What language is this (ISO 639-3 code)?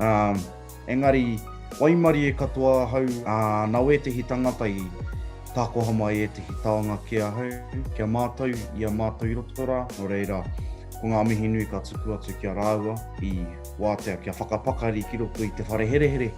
mri